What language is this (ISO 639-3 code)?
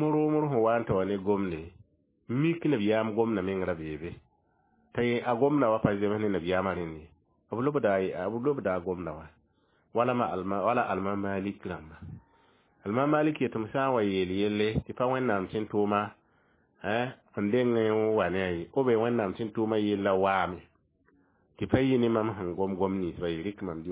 mos